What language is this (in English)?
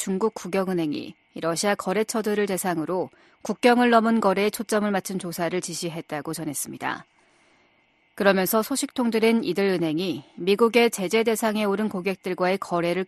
Korean